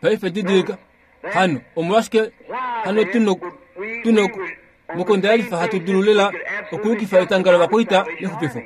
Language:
Kuanyama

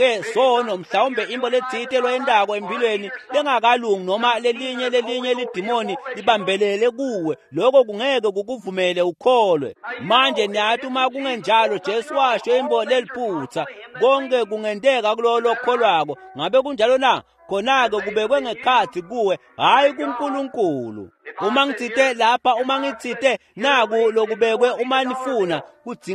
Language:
Swati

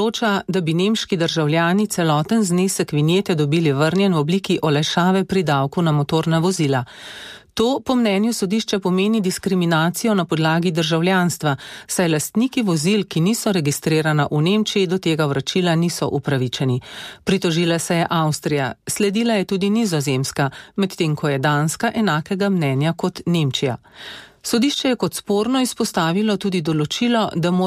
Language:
Slovenian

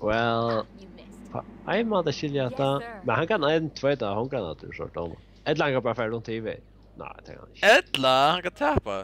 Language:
Faroese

